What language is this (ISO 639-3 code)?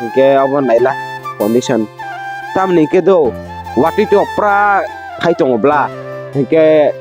trp